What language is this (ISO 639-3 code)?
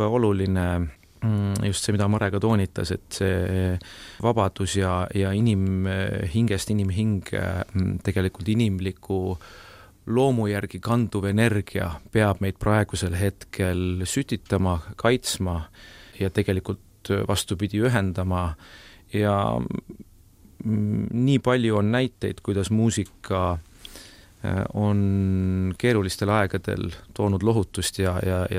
est